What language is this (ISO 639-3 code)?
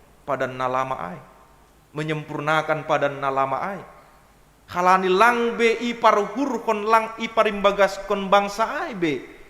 bts